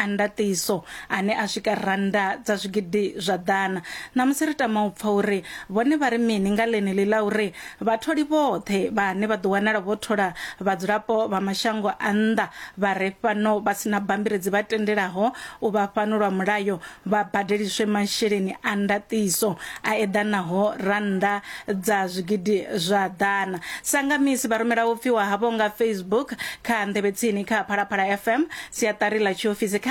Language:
Venda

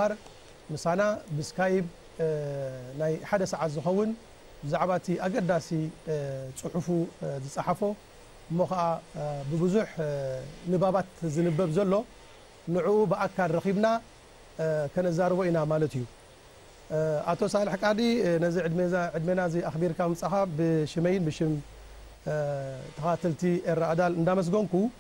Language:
Tigrinya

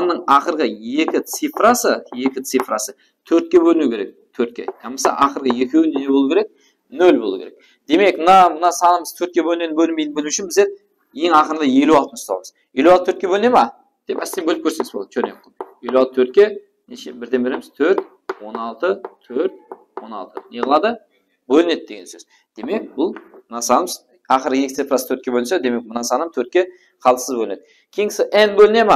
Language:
Kara-Kalpak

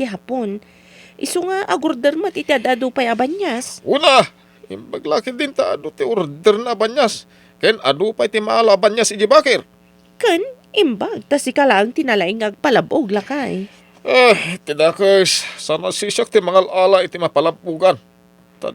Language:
Iloko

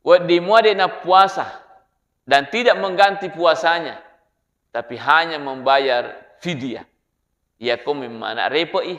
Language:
Buginese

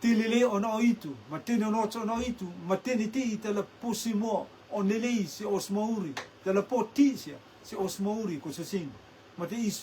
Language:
Rotuman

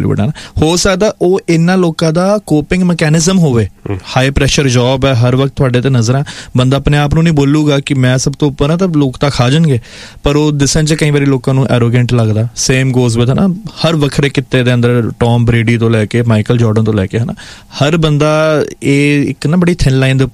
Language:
Punjabi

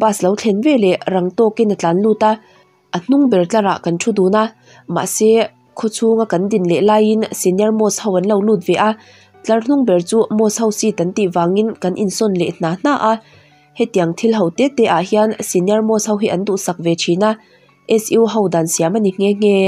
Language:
Mizo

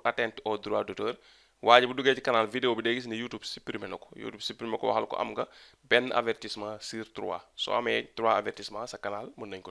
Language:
Wolof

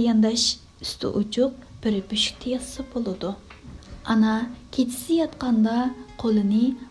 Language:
Uyghur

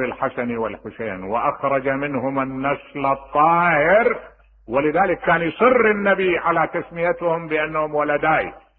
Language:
Mesopotamian Arabic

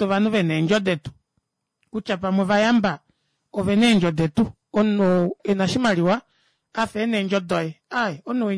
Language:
Kuanyama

